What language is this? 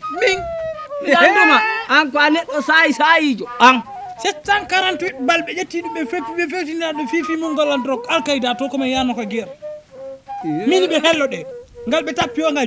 Fula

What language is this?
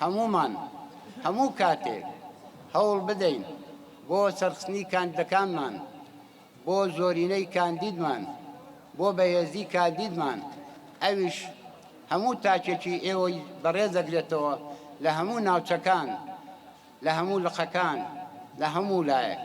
Central Kurdish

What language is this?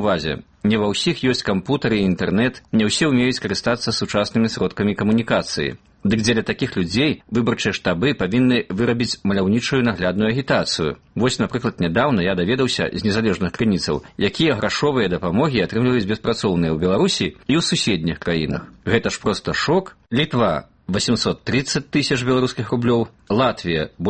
Belarusian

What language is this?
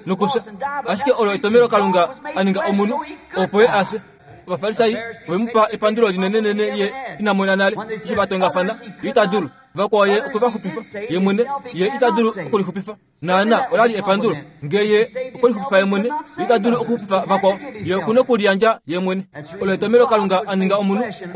Kuanyama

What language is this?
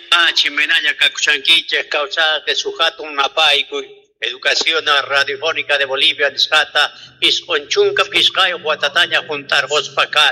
Quechua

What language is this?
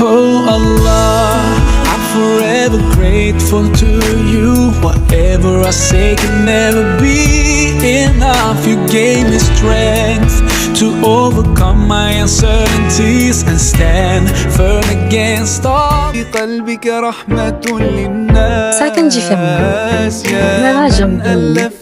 Haitian Creole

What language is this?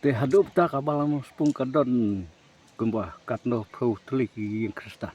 Khasi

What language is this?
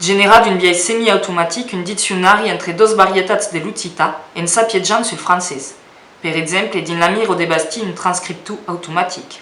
Occitan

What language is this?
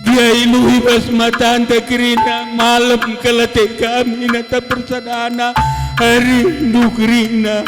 Batak Karo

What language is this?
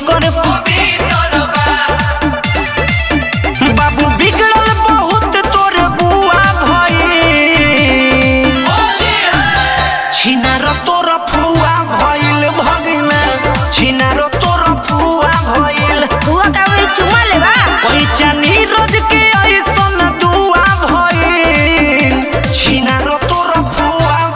Bhojpuri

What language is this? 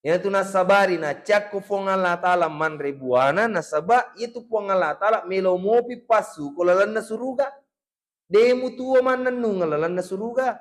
Buginese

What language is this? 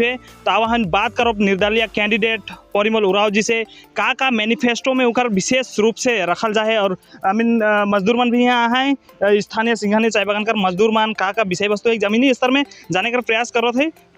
Sadri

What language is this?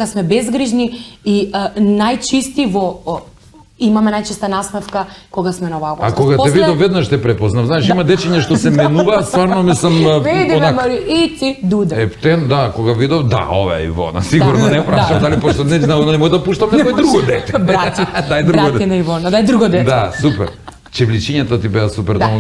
Macedonian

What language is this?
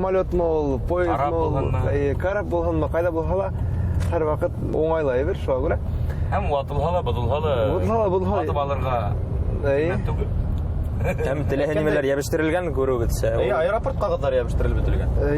Bashkir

